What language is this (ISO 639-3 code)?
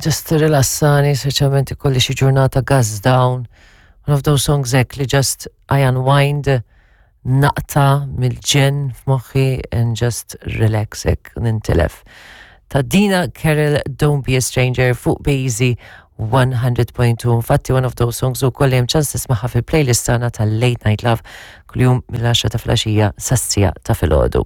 mlt